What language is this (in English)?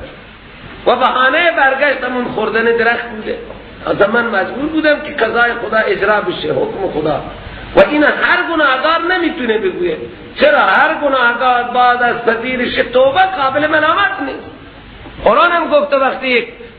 Persian